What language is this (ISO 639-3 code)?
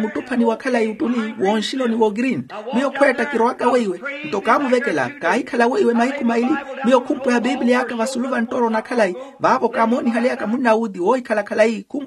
vmw